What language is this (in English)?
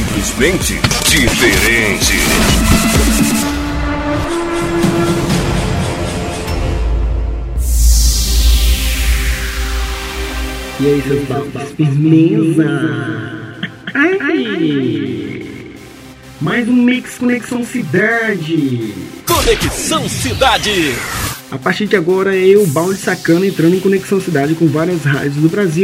Portuguese